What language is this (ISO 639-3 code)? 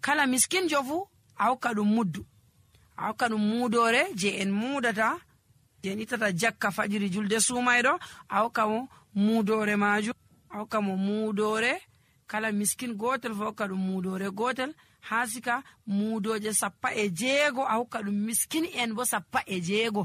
fuv